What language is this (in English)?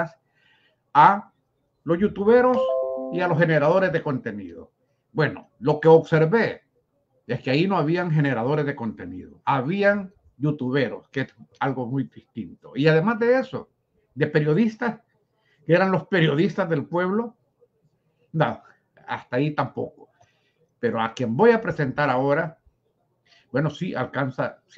Spanish